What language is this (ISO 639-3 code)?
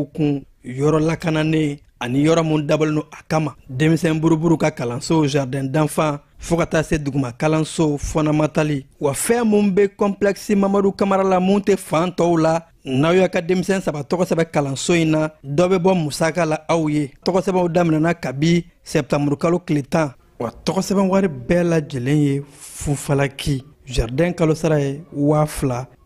bam